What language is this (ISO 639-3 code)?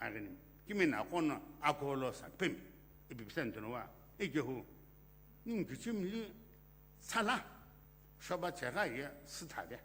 nsm